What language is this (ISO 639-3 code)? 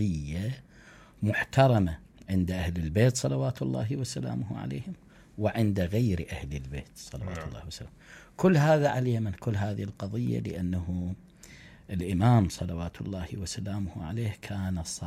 acm